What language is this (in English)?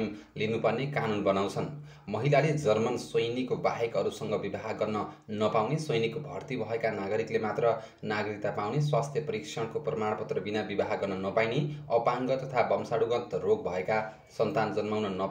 Nepali